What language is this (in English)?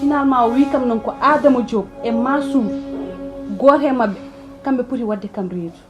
Fula